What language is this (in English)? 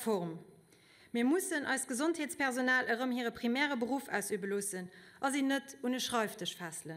Luxembourgish